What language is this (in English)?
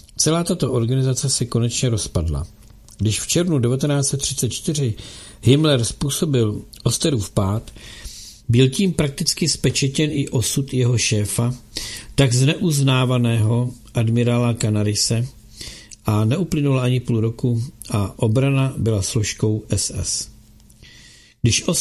Czech